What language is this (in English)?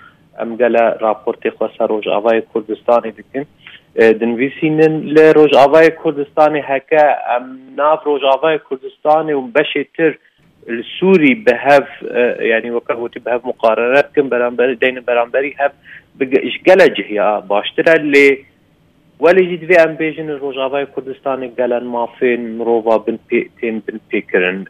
Kurdish